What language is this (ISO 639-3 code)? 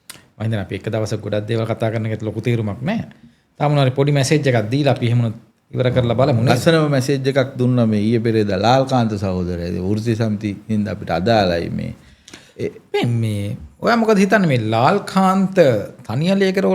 sin